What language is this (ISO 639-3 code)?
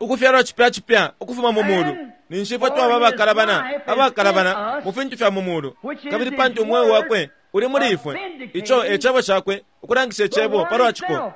bem